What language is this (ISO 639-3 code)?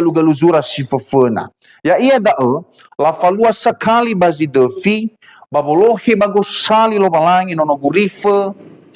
nia